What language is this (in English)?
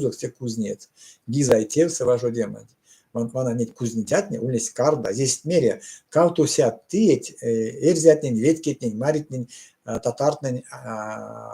Erzya